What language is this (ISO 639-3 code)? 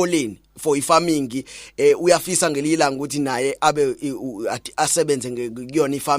zul